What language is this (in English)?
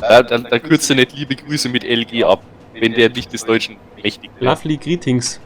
Bavarian